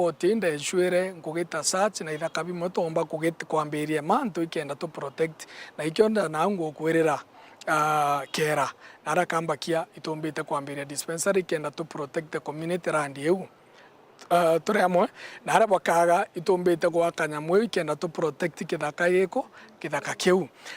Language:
Meru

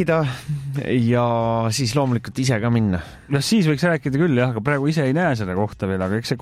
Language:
Estonian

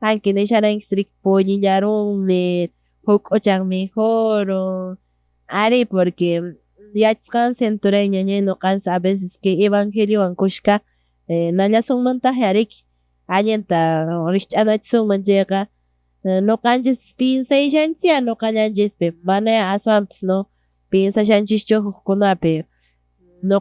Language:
Quechua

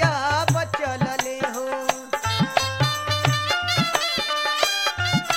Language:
Bhojpuri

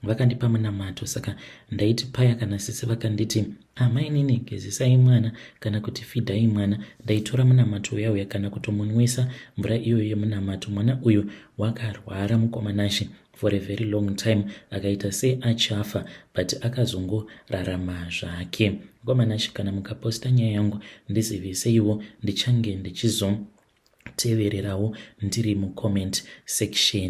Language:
Shona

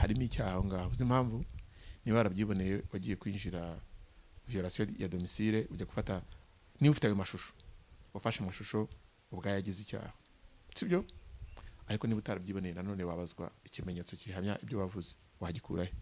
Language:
Kinyarwanda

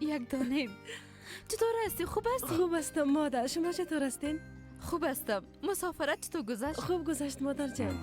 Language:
Persian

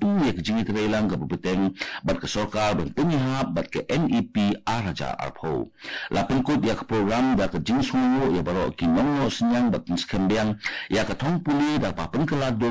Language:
Khasi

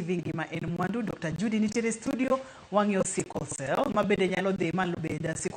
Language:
Luo (Kenya and Tanzania)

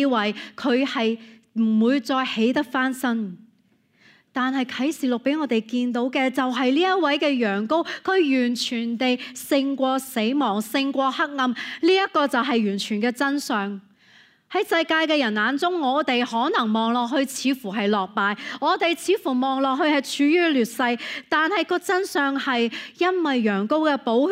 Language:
Cantonese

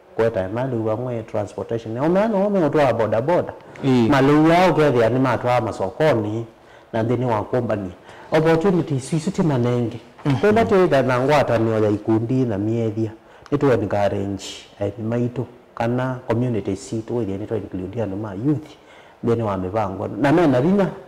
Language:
Kamba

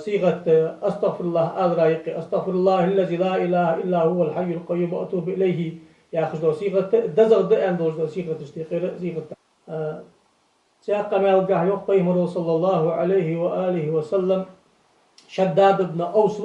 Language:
Ingush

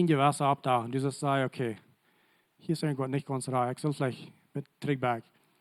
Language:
Plautdietsch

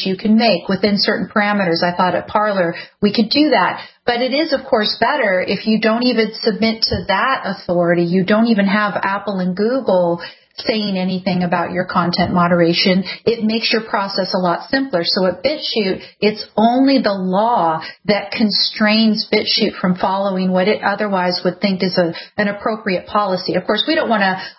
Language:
English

